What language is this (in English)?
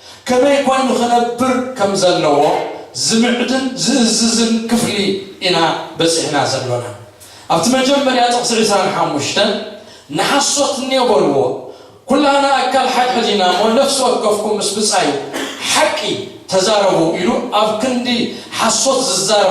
Tigrinya